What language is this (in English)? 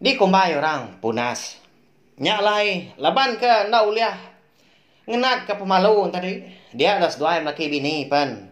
Iban